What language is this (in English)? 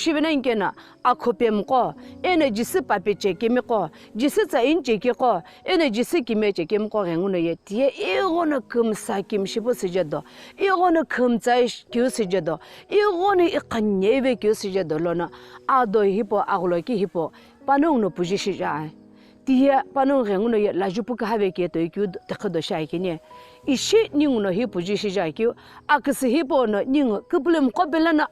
Sumi Naga